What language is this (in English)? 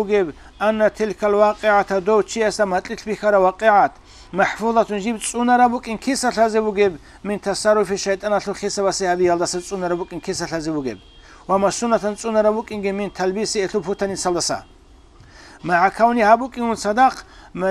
Avaric